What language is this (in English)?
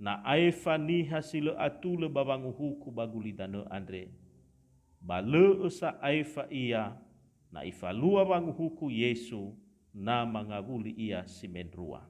Nias